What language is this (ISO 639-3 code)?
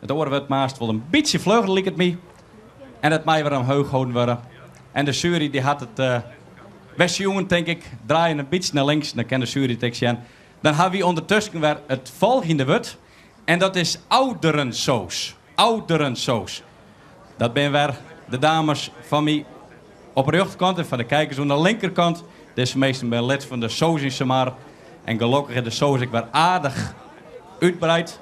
fry